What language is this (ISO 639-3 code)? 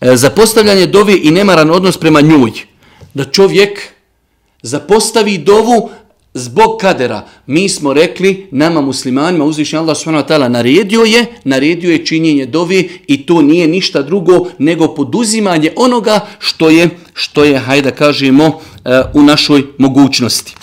bos